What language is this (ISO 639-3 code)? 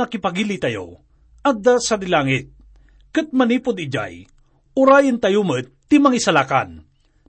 ilo